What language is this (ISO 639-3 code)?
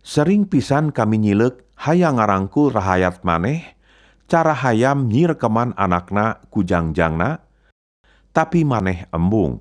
sun